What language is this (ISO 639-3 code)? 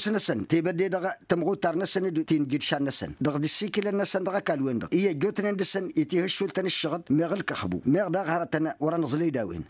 taq